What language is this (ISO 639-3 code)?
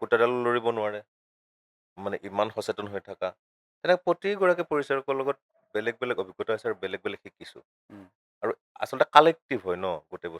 asm